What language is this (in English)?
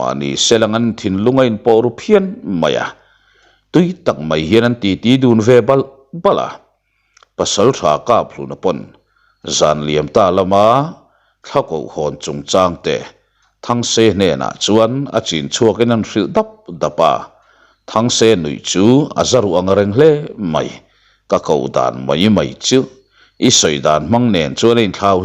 Mizo